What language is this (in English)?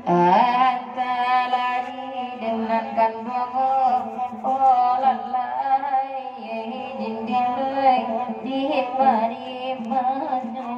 Minangkabau